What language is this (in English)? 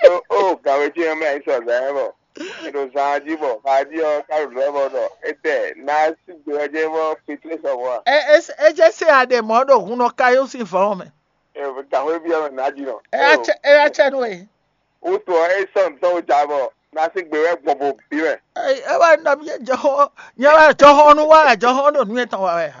Fon